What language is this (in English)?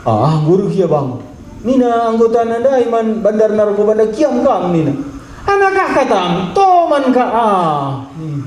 Batak Karo